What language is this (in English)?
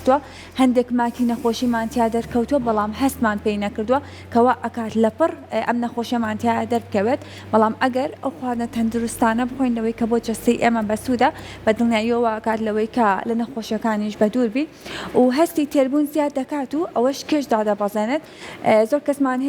Central Kurdish